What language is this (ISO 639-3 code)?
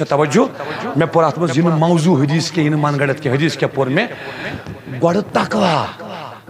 kas